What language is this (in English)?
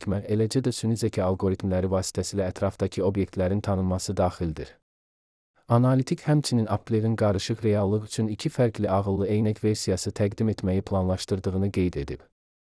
Azerbaijani